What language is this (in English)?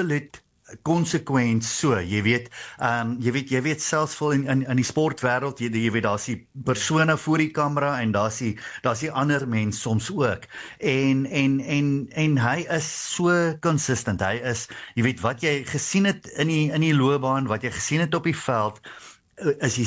Afrikaans